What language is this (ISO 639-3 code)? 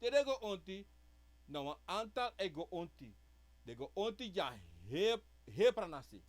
srn